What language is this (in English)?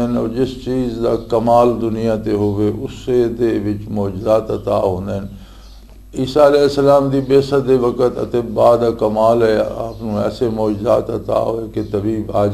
Western Panjabi